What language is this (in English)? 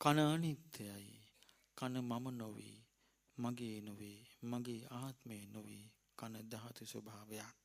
Sinhala